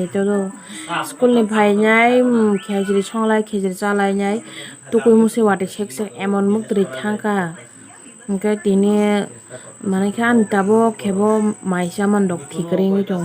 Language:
Kok Borok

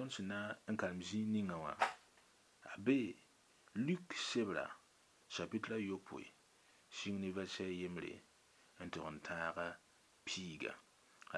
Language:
Mossi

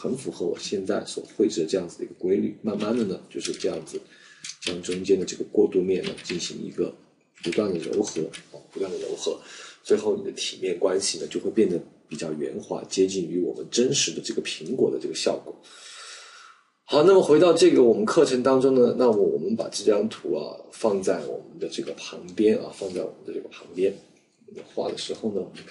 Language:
Chinese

